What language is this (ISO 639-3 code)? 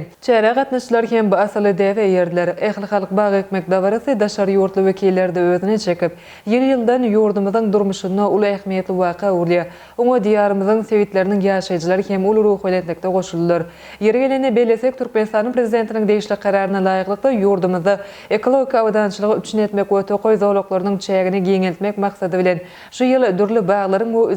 tuk